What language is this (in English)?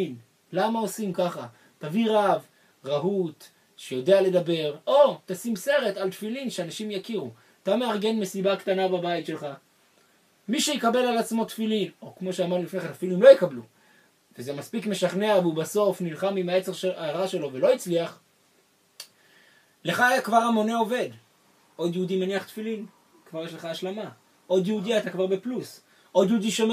Hebrew